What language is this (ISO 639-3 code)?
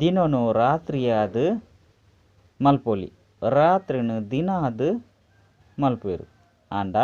tcy